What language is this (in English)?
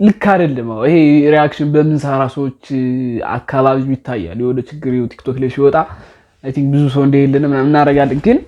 Amharic